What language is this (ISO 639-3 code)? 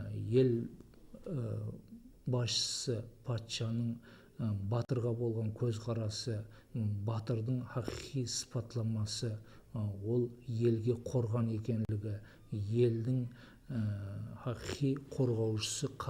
kaa